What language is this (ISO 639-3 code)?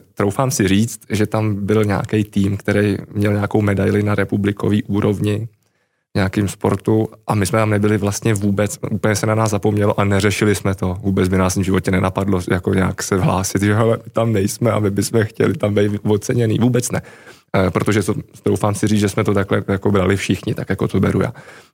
ces